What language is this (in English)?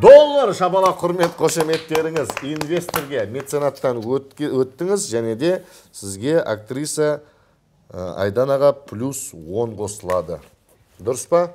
Kazakh